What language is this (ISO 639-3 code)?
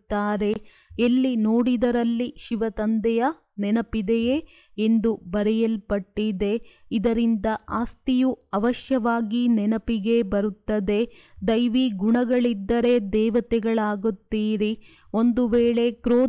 kan